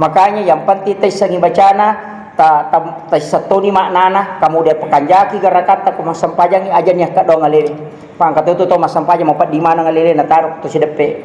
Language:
Buginese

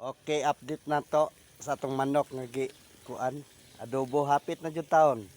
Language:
Cebuano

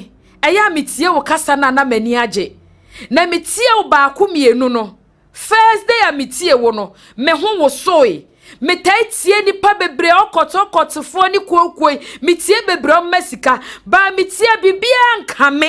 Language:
Akan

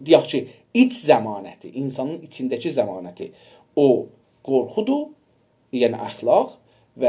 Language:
South Azerbaijani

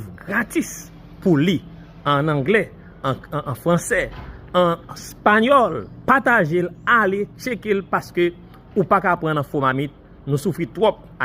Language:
Haitian Creole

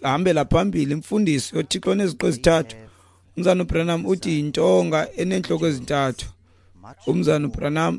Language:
Xhosa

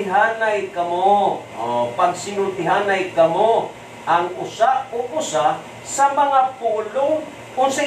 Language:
Cebuano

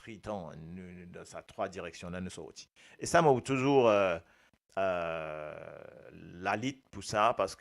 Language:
Morisyen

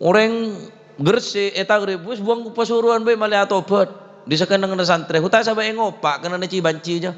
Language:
Madurese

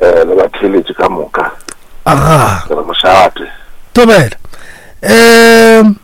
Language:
Northern Sotho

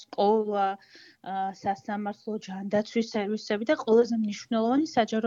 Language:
Georgian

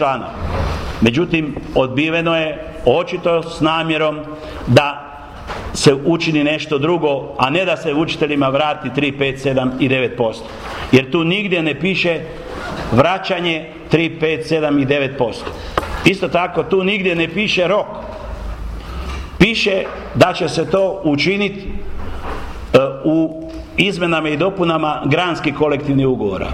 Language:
Croatian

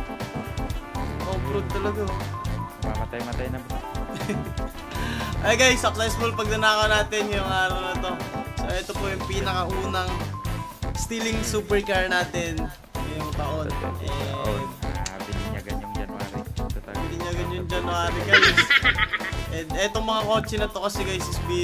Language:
Filipino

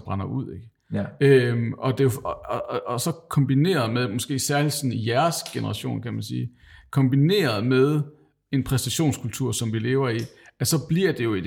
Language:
Danish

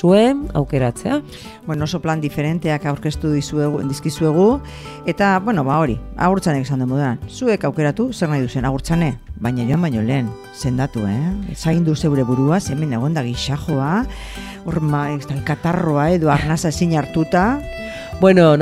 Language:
Basque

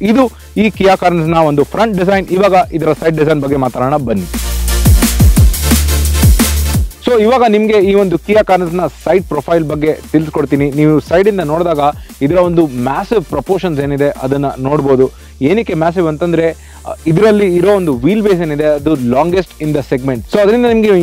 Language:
Kannada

